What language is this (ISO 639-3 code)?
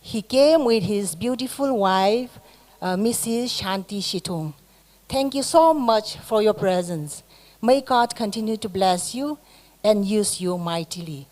nmf